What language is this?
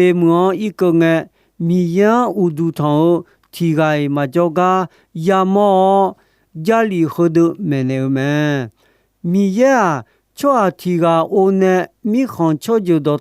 Akha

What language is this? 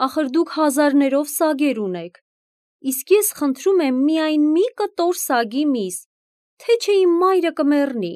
Armenian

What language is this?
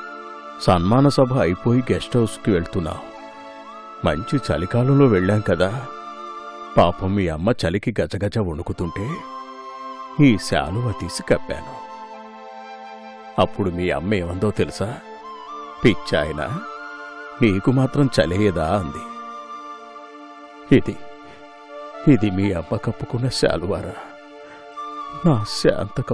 Telugu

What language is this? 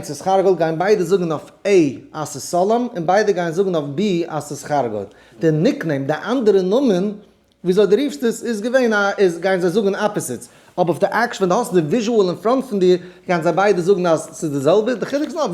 Yiddish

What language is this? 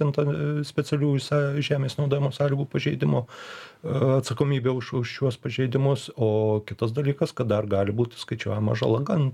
Lithuanian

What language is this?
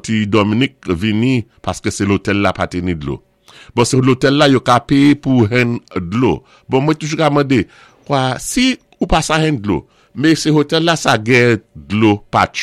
Saint Lucian Creole French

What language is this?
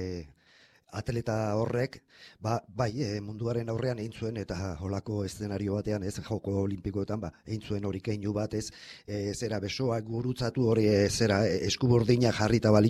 Basque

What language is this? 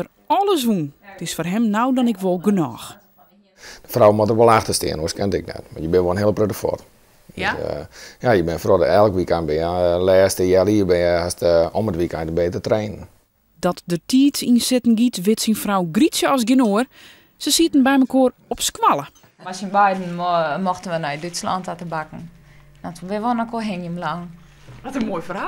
Western Frisian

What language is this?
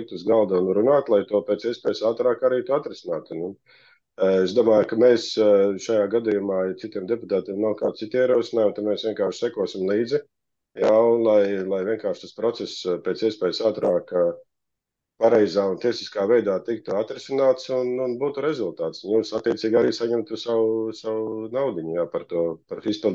Latvian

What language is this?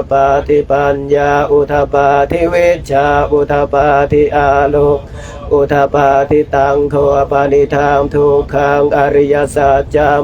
Pali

